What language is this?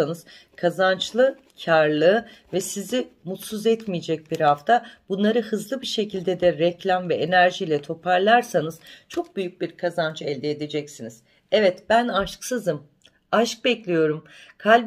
Turkish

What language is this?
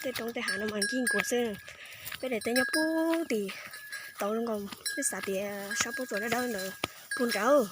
Hmong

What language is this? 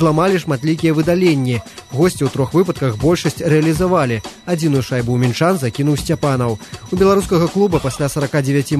Belarusian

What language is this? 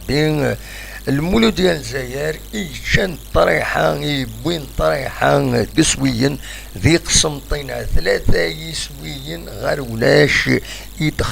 Kabyle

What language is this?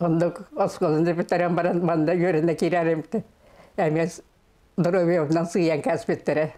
Yakut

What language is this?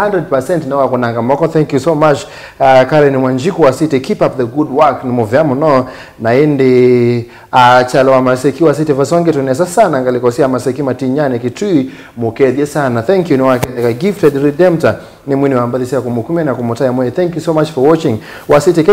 Kamba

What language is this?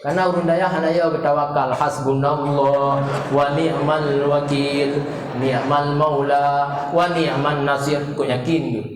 Achinese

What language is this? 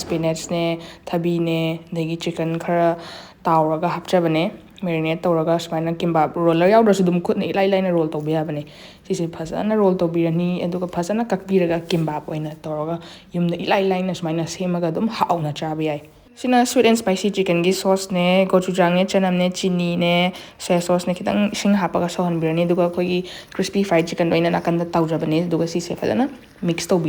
Manipuri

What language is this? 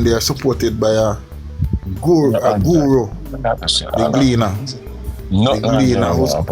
Jamaican Creole English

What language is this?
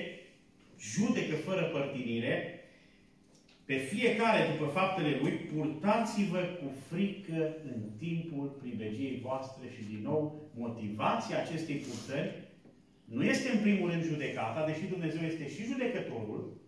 Romanian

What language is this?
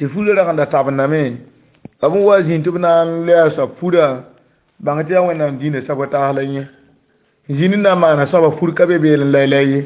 Mossi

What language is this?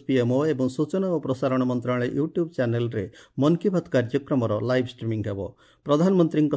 Odia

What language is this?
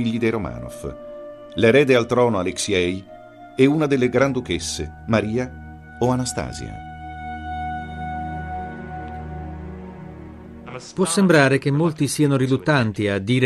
Italian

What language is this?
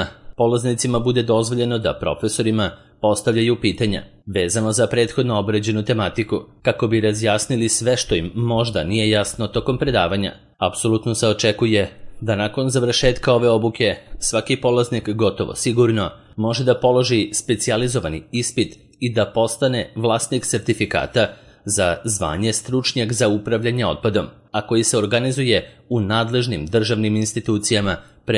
Serbian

